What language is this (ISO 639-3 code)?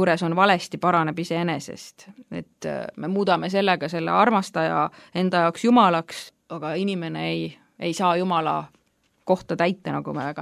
est